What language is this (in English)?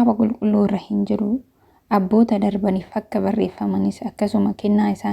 Oromo